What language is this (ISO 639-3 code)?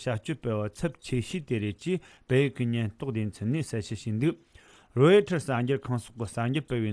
bod